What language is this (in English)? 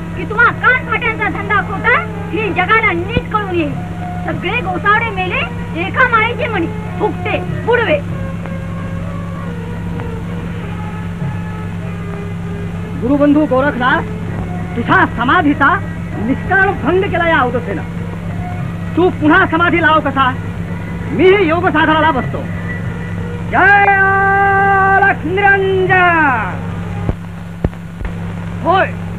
Marathi